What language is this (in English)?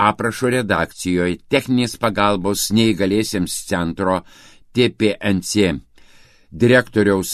Lithuanian